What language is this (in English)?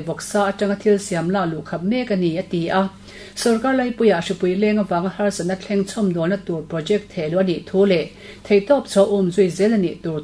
Mizo